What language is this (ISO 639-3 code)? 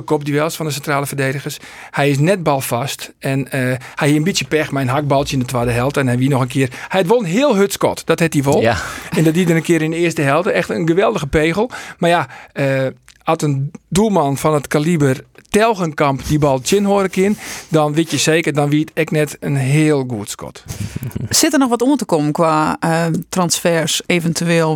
fry